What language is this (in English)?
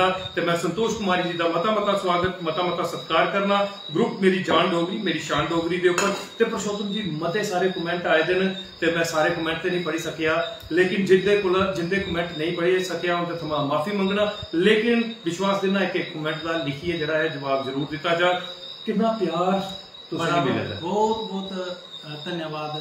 Dogri